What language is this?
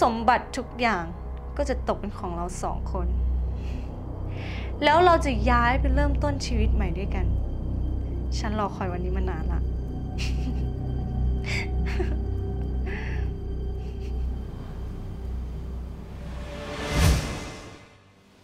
Thai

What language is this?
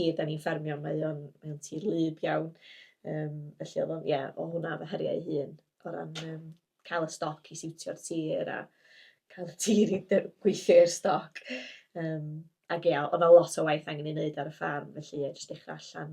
Welsh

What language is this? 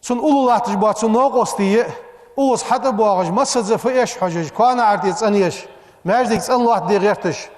Ingush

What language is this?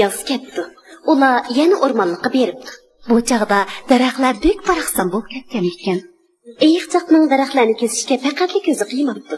Uyghur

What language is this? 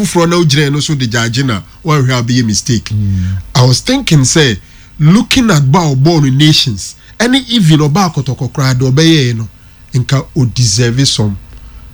Akan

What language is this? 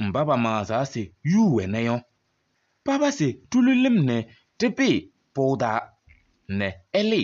Kabiyè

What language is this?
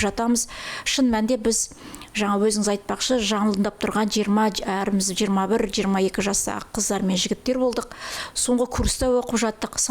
Kazakh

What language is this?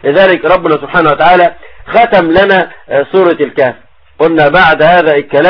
Arabic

